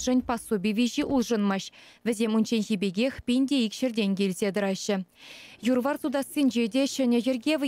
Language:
Chuvash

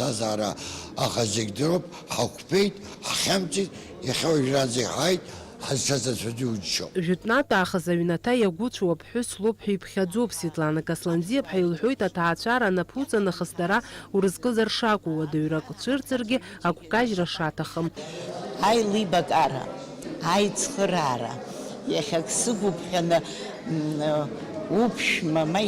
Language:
Abkhazian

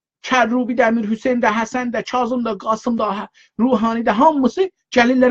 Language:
South Azerbaijani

